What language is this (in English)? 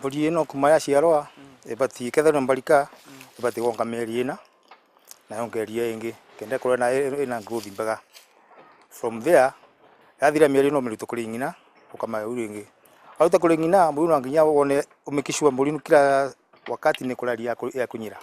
Meru